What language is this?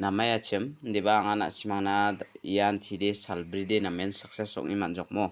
Garo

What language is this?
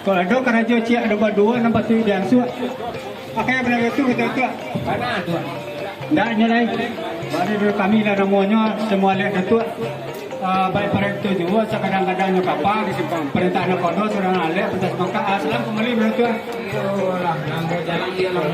Minangkabau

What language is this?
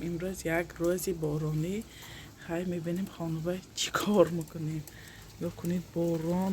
Tajik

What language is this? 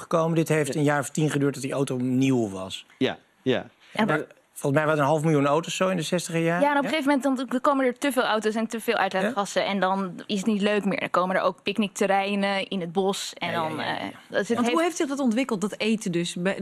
Dutch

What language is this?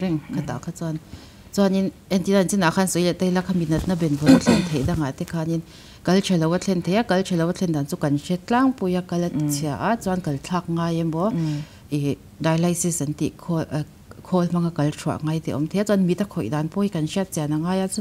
Mizo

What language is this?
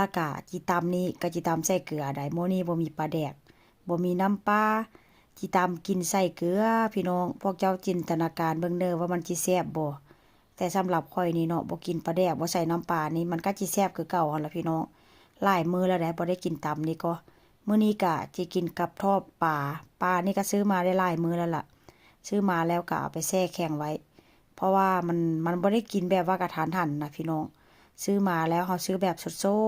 Lao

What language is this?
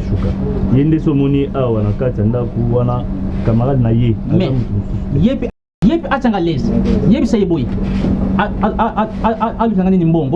Lingala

